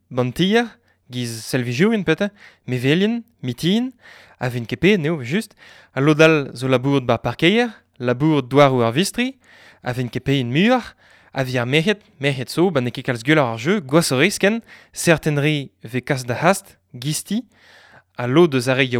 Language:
Breton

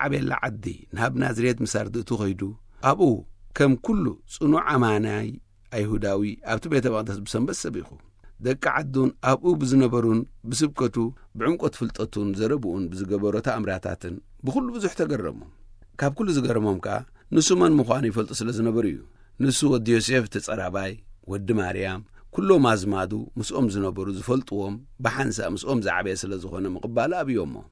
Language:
Tigrinya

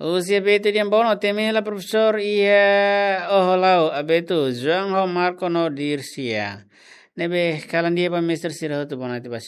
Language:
Tetum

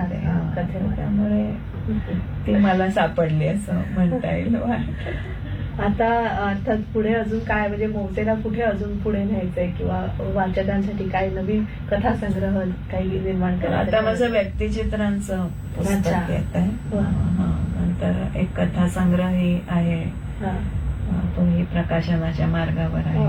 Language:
Marathi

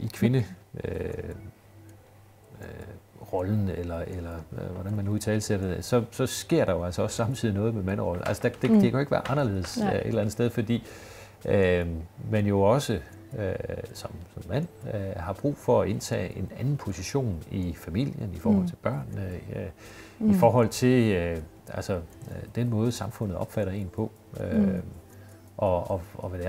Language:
Danish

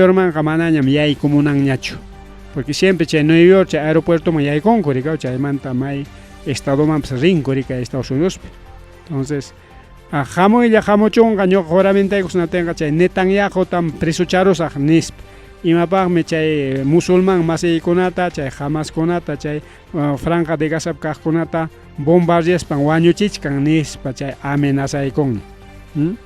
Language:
Ayacucho Quechua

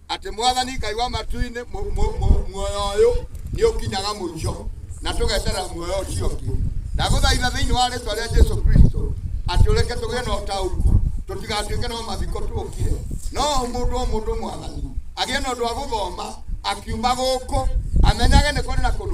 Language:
Kikuyu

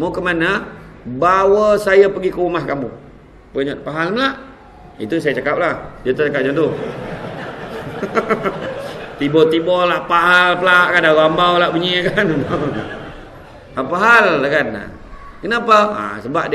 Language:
Malay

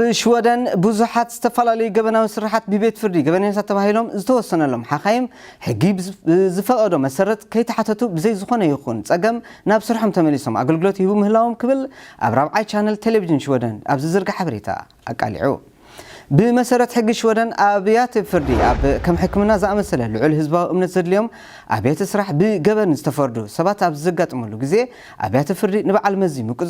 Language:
Tigrinya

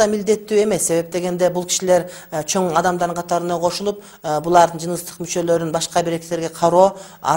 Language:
Kyrgyz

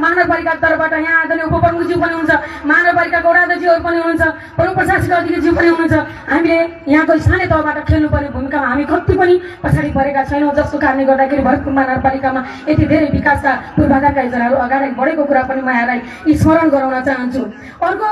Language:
Nepali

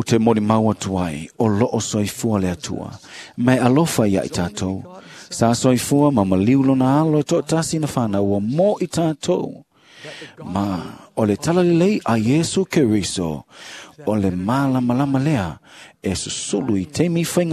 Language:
Samoan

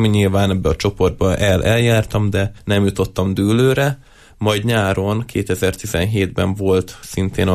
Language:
Hungarian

